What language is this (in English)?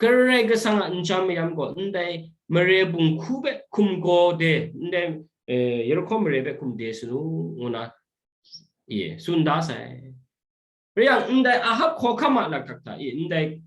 Kachin